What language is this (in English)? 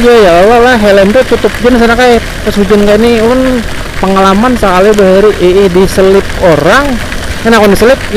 Banjar